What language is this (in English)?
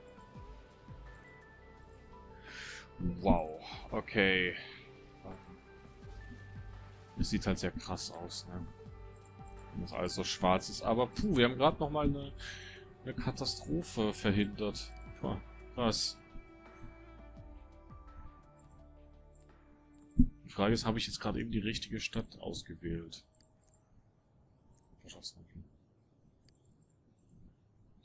German